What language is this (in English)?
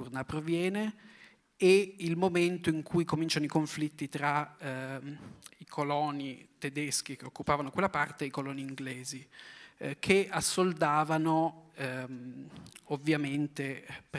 Italian